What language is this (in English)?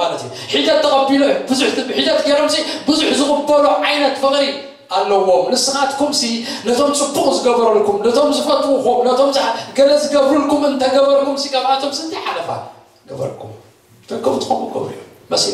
Tigrinya